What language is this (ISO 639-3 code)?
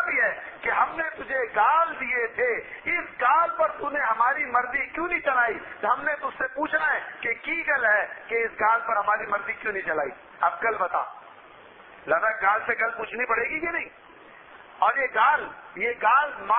urd